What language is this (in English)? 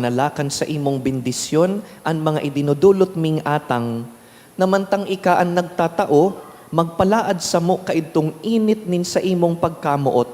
Bikol